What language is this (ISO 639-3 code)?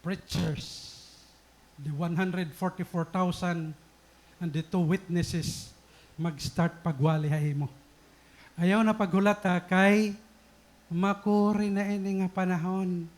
war